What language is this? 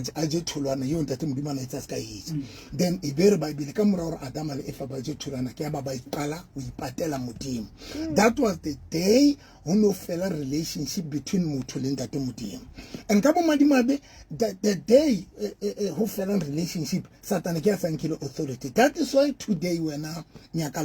Southern Sotho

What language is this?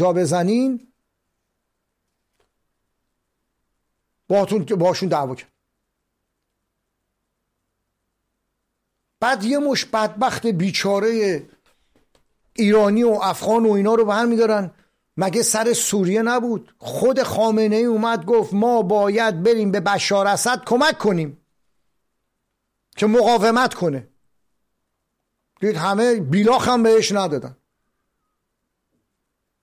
Persian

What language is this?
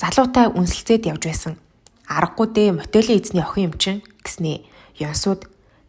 Mongolian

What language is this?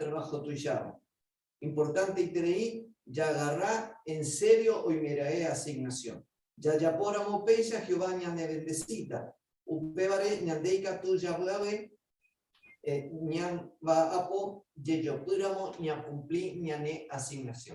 Guarani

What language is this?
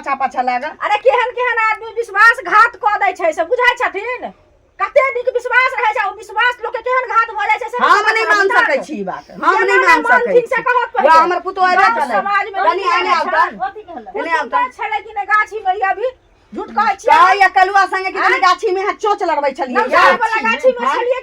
Maithili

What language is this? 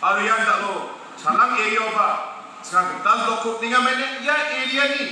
Garo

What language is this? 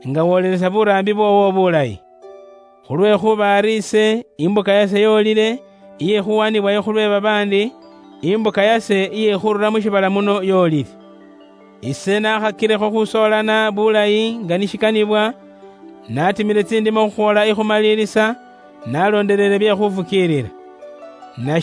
Luyia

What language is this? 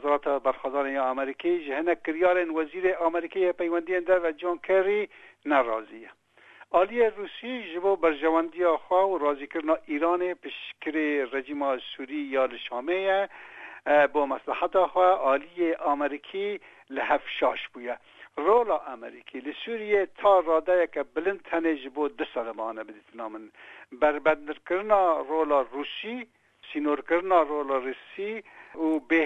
Kurdish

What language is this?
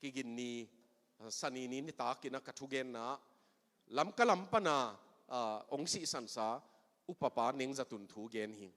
Tedim Chin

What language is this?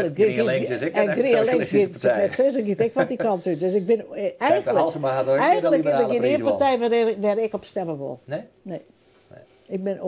Western Frisian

